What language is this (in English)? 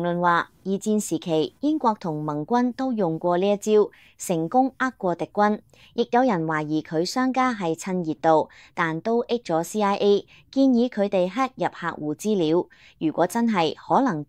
Cantonese